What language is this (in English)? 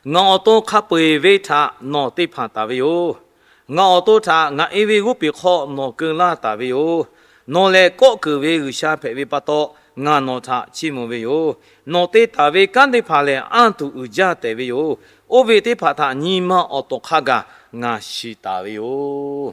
Lahu